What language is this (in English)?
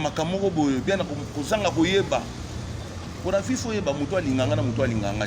Lingala